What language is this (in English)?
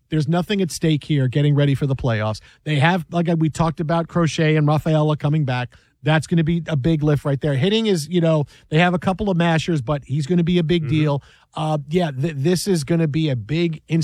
English